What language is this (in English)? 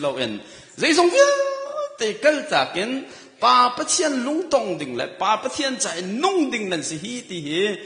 Hakha Chin